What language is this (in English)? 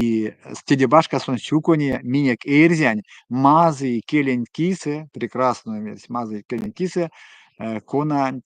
Erzya